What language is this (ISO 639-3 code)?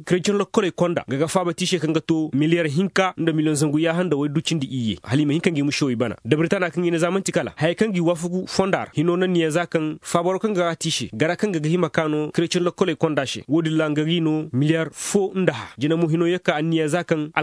ses